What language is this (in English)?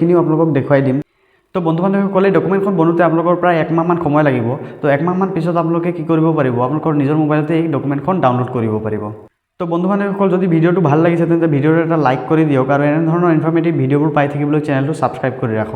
Assamese